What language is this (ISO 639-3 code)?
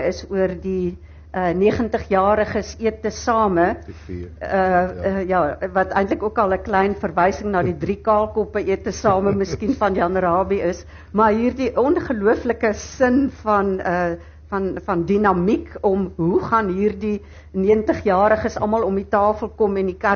afr